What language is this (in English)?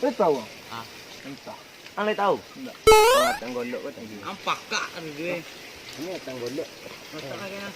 Minangkabau